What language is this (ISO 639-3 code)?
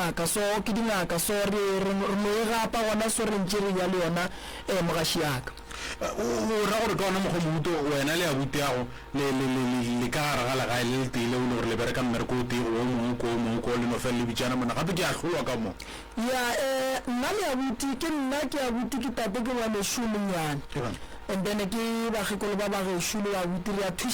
nso